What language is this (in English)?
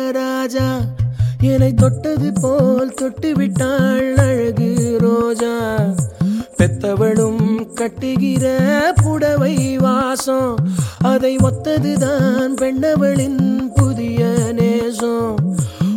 Tamil